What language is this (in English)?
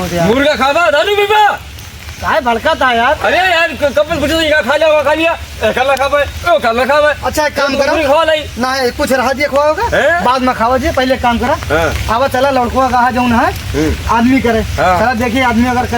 Awadhi